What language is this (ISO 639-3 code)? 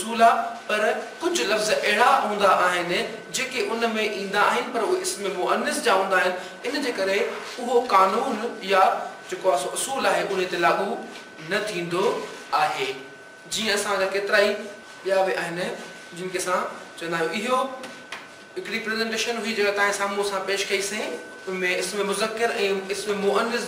snd